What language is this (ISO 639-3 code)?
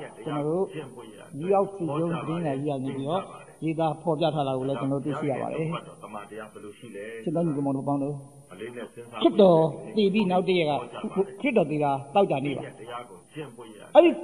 mya